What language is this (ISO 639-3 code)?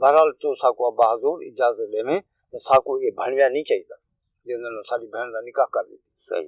skr